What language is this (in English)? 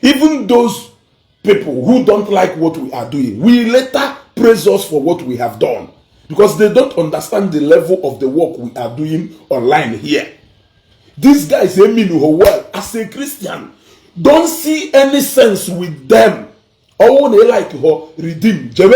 Igbo